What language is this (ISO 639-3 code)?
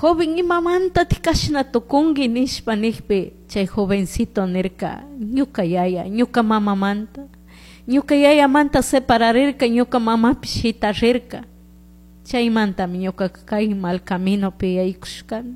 qug